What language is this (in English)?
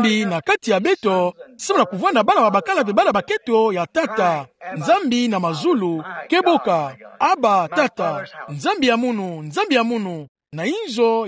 Kituba (Democratic Republic of Congo)